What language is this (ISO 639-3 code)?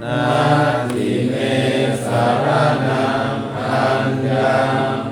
pli